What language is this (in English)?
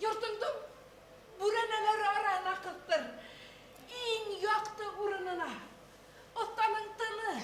Bashkir